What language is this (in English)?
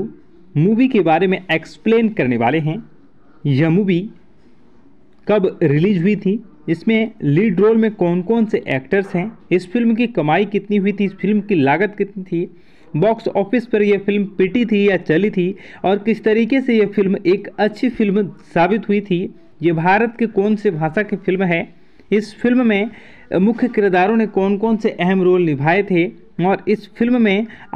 Hindi